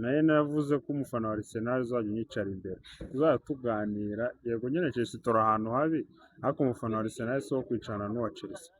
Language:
Kinyarwanda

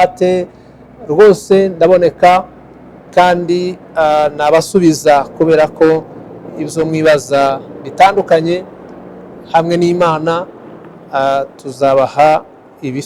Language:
Kinyarwanda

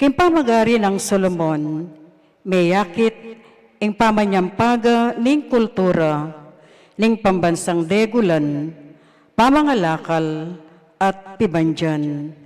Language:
Pampanga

